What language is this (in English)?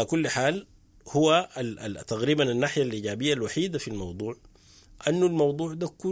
Sudanese Arabic